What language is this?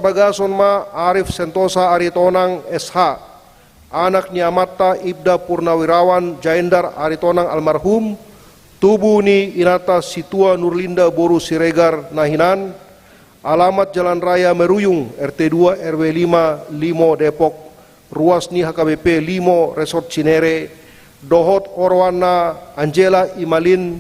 Batak Toba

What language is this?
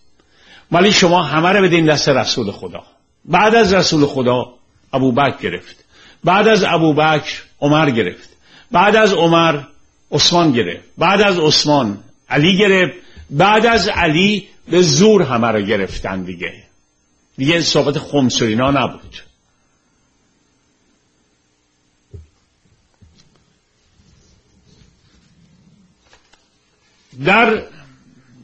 Persian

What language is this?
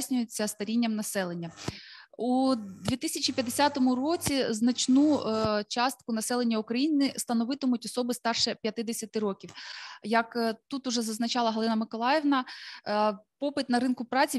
Ukrainian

